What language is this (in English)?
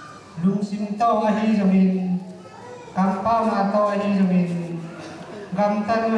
Tedim Chin